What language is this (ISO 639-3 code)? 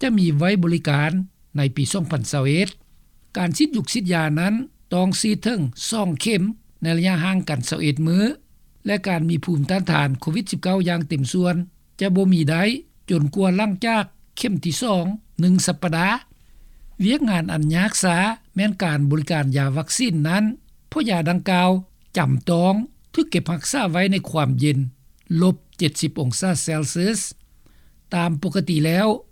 lao